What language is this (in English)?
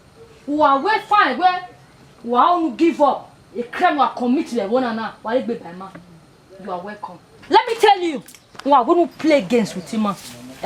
Bini